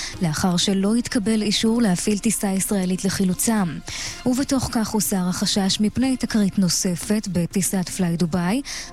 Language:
Hebrew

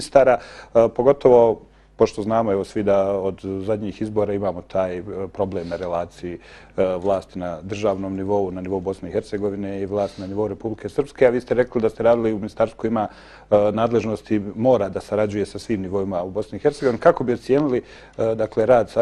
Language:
Bosnian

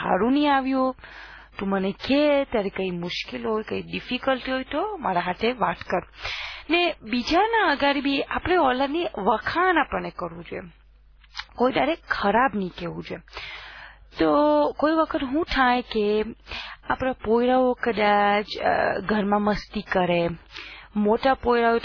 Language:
Gujarati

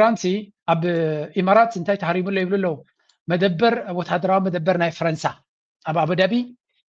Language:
Tigrinya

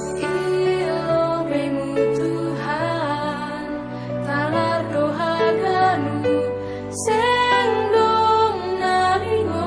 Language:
Batak Simalungun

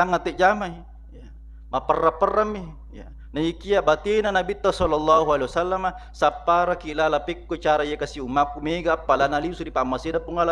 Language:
Buginese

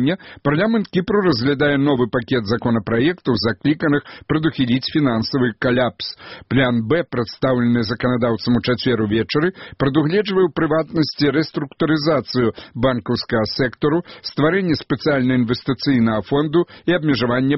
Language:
Belarusian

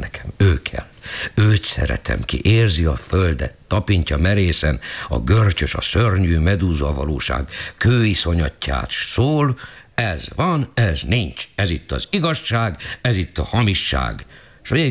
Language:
Hungarian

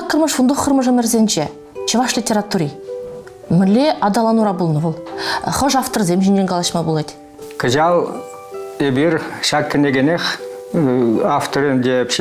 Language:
Chuvash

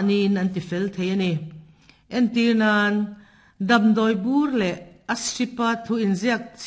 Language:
Mizo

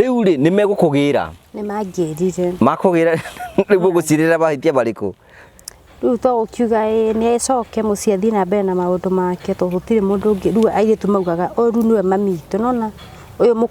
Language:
Kikuyu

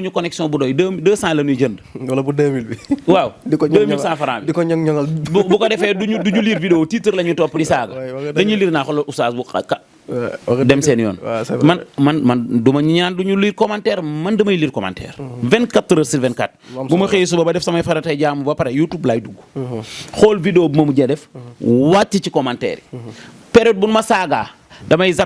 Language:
Wolof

